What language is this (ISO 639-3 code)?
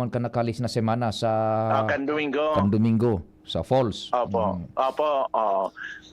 bik